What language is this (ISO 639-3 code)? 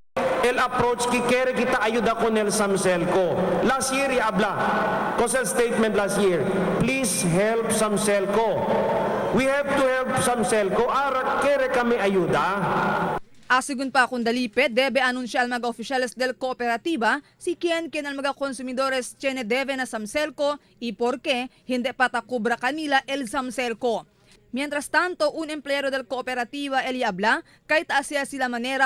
cbk